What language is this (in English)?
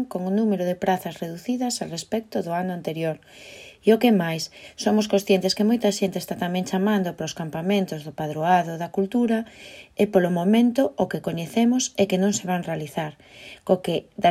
Galician